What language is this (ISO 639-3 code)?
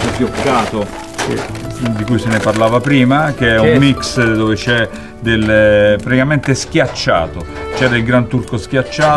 ita